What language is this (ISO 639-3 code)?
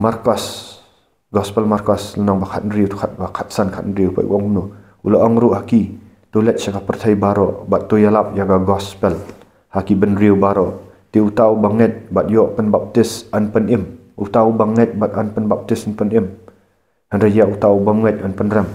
kha